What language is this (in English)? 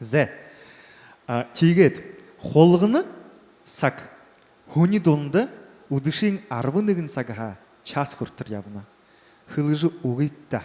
Buriat